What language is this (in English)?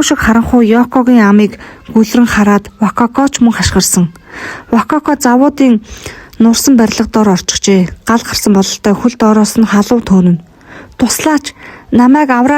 Mongolian